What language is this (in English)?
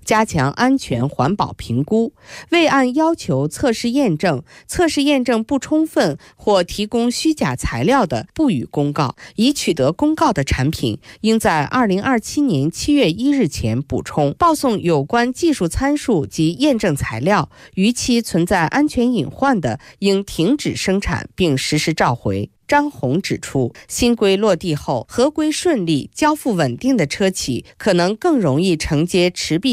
Chinese